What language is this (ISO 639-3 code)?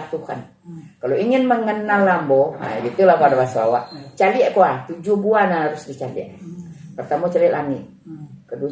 min